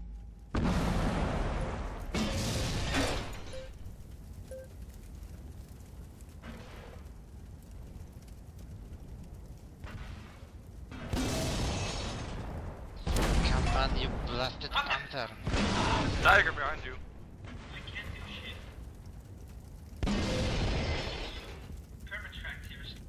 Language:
English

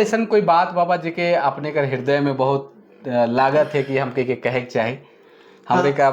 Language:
Sadri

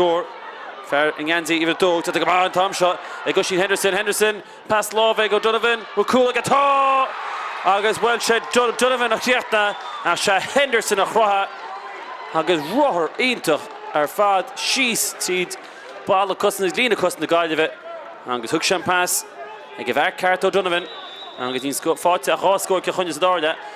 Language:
Irish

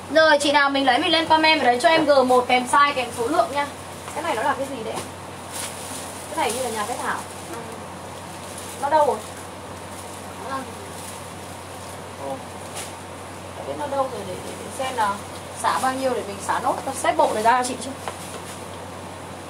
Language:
Vietnamese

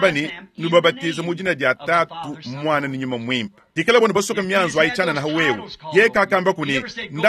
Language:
Luba-Lulua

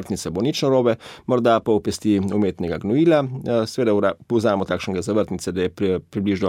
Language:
Slovenian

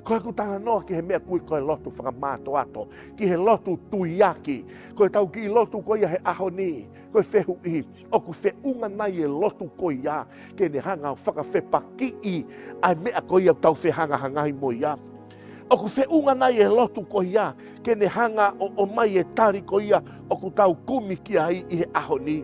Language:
Tongan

